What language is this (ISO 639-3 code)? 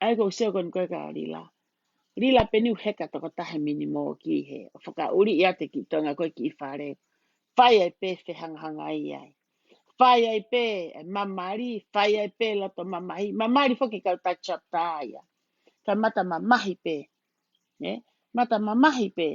ton